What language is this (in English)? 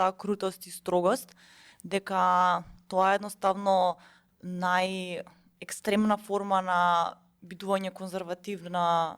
Macedonian